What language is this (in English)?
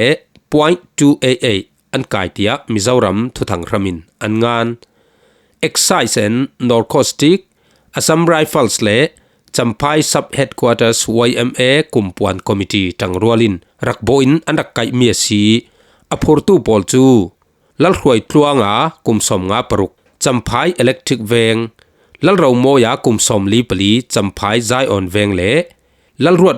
Falam Chin